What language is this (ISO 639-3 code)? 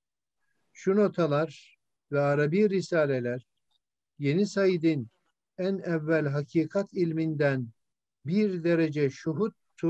tur